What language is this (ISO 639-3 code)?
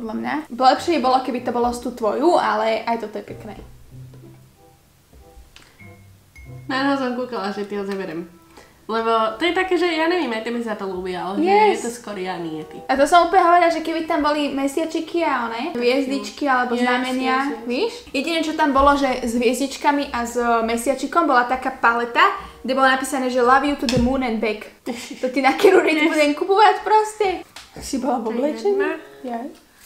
slk